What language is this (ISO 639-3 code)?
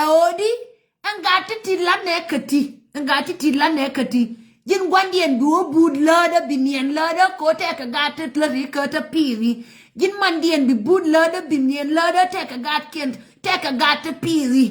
nus